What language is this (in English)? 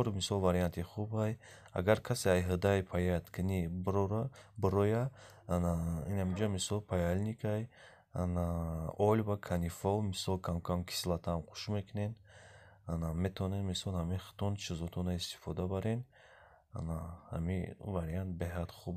Tajik